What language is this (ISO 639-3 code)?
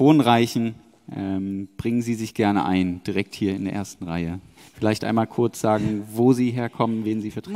deu